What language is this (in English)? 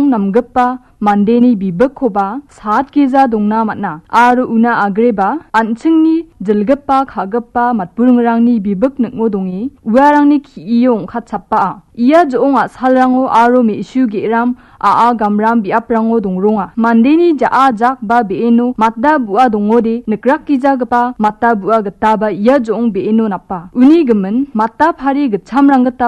Garo